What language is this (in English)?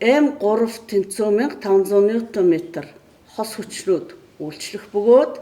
Mongolian